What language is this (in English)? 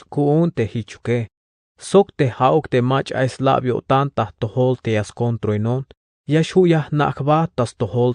Tzeltal